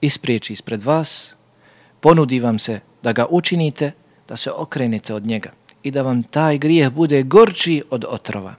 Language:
Bosnian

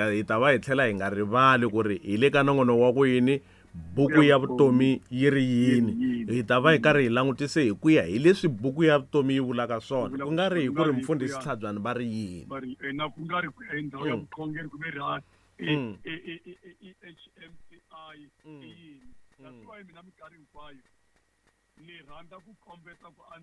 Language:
Tsonga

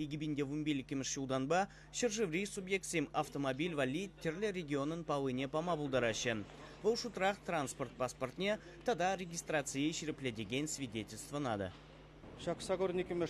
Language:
Chuvash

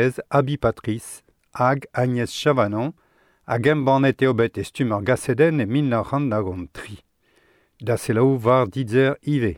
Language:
Breton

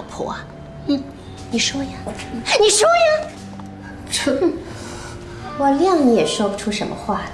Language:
Chinese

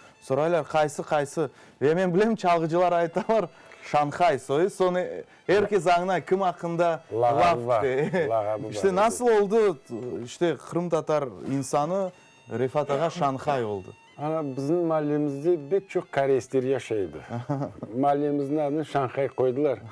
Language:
Crimean Tatar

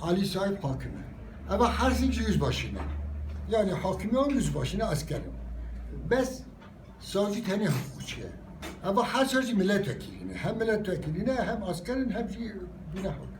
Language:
Kurdish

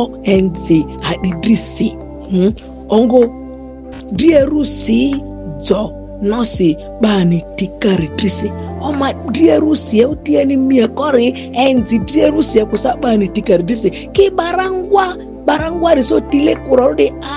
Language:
Ma'di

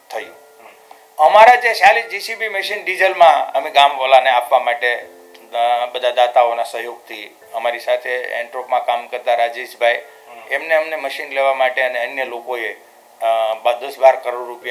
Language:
Gujarati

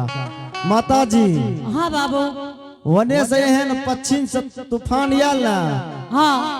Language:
Angika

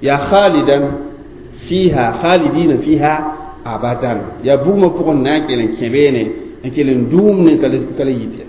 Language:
Mossi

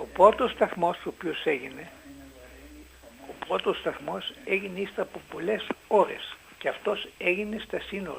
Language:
Greek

